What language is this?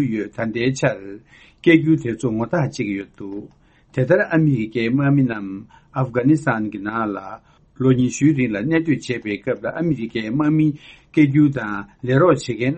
Tibetan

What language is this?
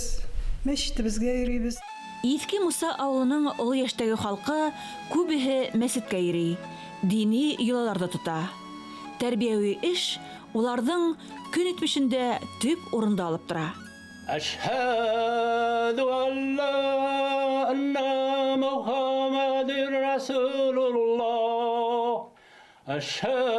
Bashkir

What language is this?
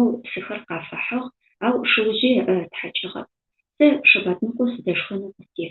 Adyghe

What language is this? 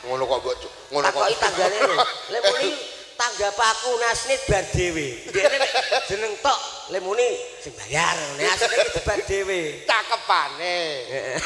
Javanese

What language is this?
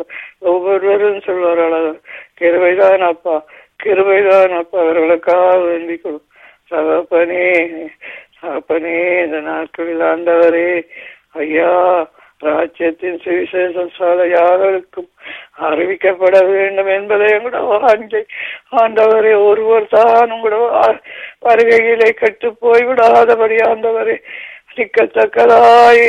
Tamil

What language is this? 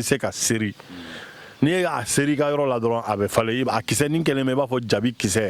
Bambara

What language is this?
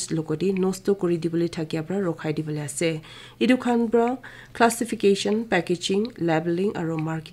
Naga Pidgin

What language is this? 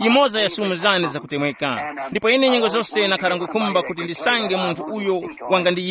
Tumbuka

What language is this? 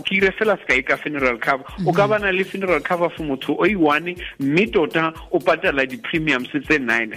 Tswana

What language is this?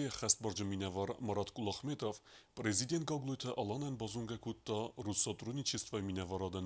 Ossetic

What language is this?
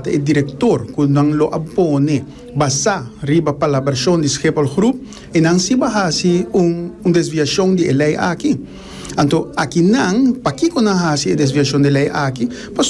Papiamento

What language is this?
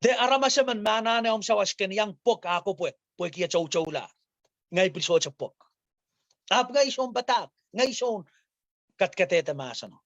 Pohnpeian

